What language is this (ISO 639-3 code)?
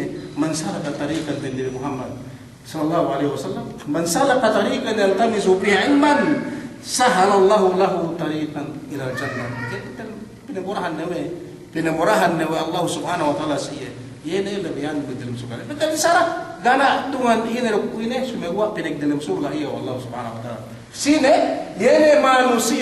yka